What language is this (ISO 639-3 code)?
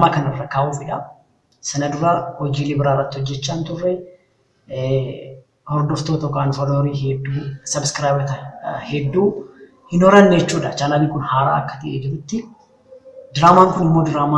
orm